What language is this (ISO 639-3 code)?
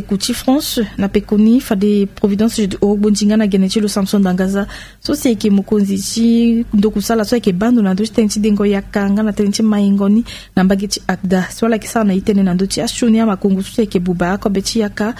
sag